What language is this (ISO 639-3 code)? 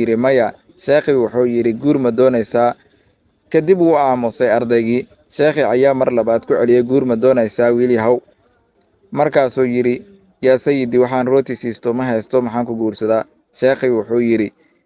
som